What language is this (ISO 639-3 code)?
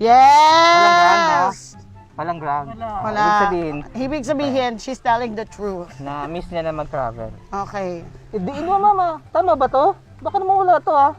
bik